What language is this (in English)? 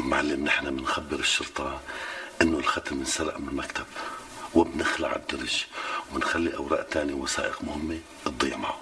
North Levantine Arabic